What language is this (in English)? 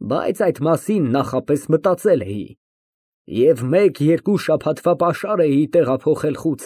Armenian